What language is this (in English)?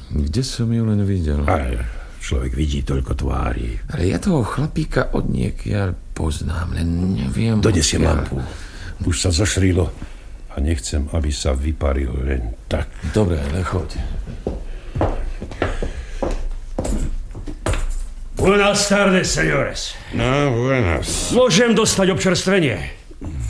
Slovak